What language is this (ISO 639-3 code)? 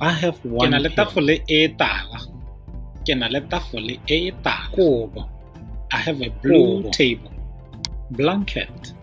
tsn